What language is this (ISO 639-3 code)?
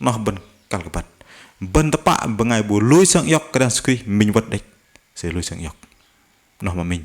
bdq